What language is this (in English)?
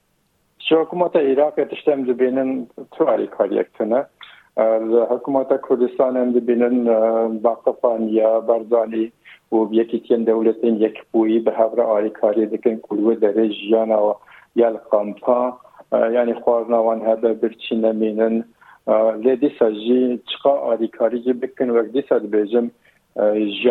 Kurdish